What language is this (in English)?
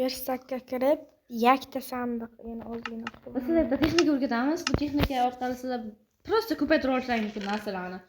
Uzbek